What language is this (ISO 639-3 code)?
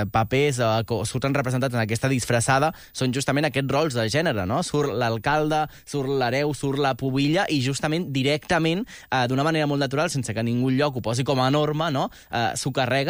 cat